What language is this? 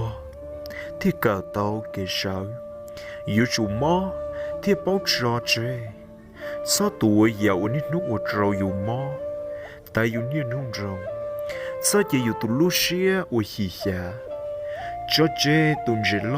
Hmong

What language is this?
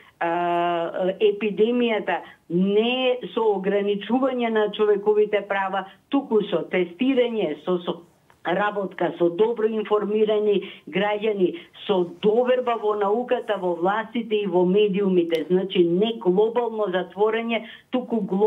Macedonian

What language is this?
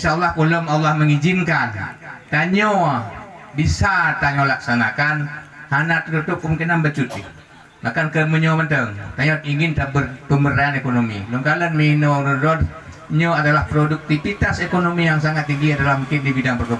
Achinese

